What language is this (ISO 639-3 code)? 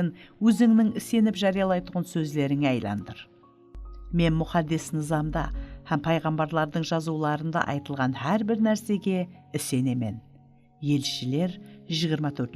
kaa